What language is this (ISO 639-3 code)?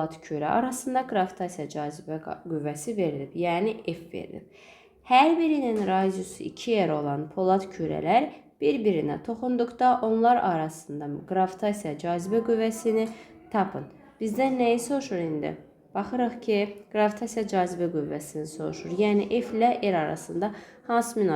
aze